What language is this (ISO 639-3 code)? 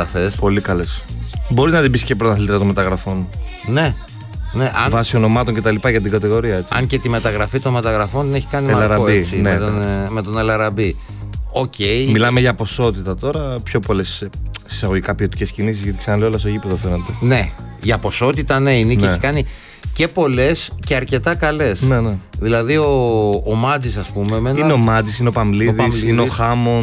ell